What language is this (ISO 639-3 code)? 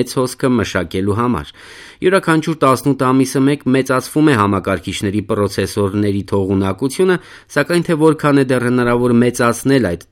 hye